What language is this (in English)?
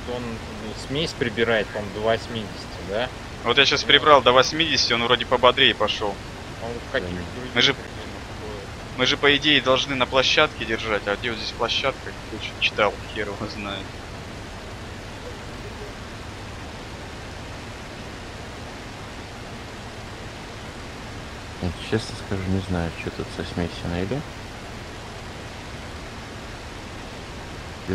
Russian